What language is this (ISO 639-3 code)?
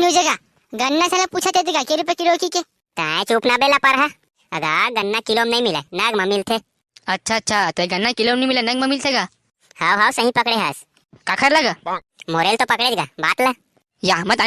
hne